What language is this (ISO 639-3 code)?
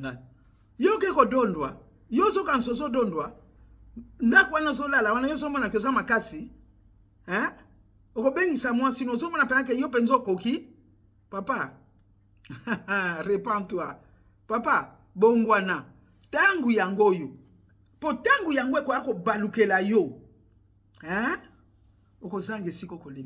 lin